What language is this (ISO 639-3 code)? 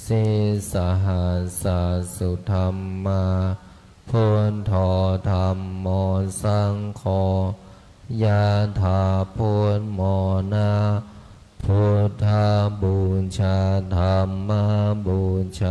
pli